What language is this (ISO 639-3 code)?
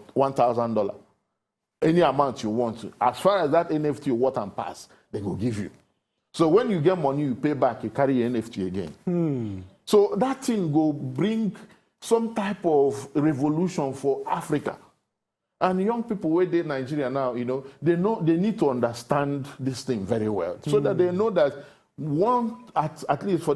pcm